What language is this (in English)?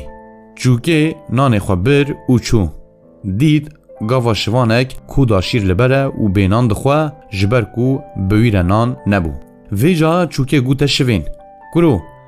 Kurdish